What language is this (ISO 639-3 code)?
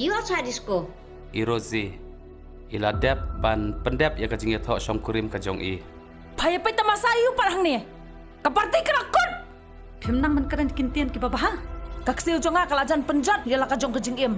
kha